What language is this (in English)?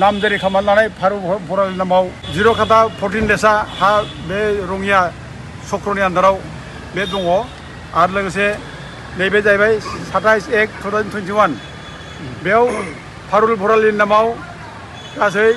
Bodo